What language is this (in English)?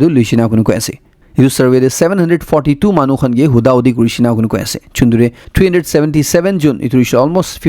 Naga Pidgin